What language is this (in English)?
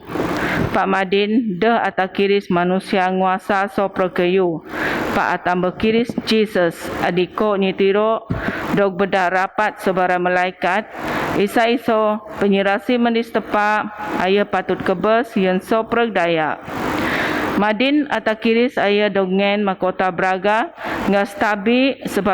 Biatah Bidayuh